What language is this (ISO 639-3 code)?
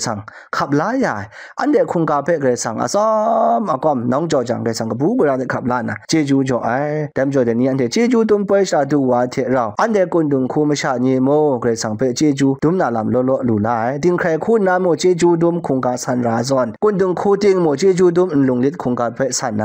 kac